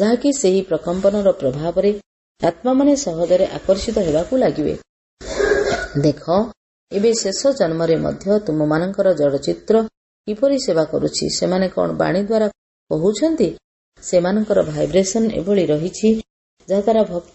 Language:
Odia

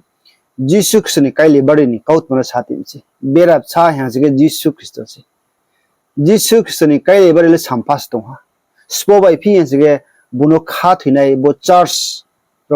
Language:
Riang (India)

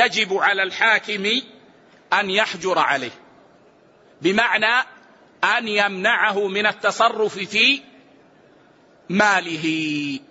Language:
Arabic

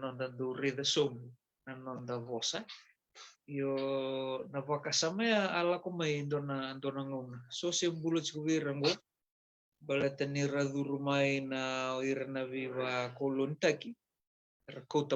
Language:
Fijian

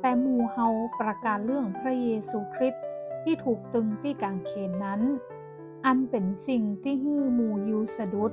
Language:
Northern Thai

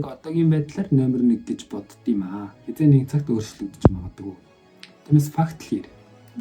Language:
Mongolian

